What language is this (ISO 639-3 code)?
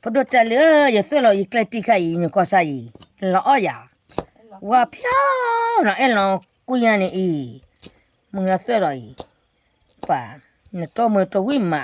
ksw